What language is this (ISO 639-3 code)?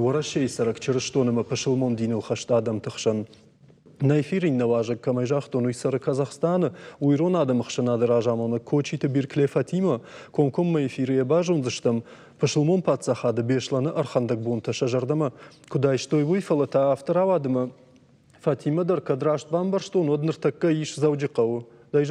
oss